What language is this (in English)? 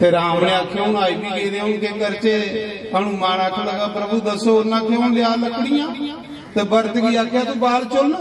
Dogri